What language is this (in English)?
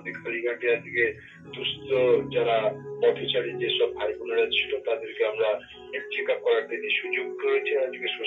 Bangla